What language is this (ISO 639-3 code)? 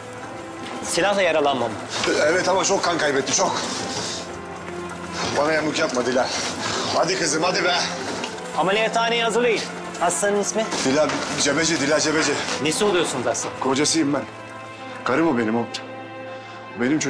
tur